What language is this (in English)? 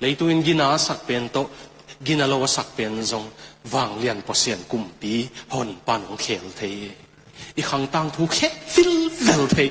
Tedim Chin